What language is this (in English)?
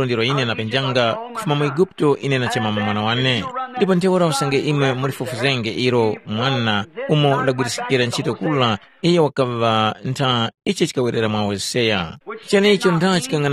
Tumbuka